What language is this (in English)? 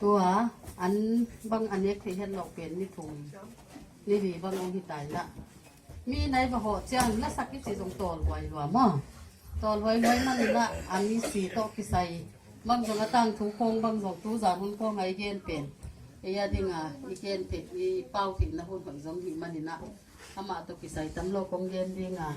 Tedim Chin